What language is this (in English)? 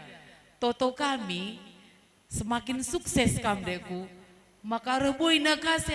Batak Karo